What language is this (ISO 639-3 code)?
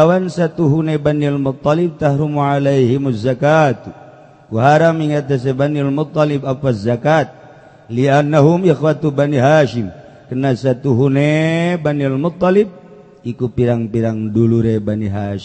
sun